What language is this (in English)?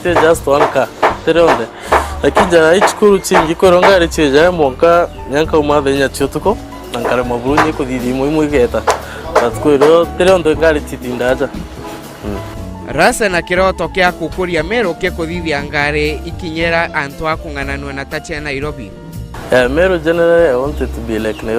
Meru